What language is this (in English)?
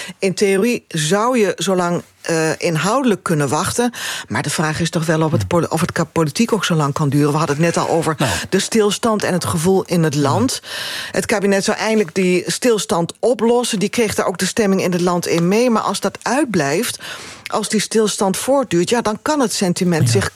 Dutch